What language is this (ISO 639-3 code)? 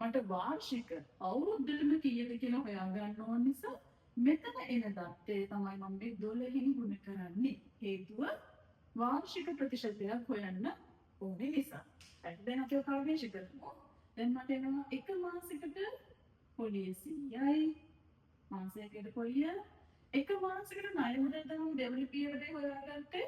sin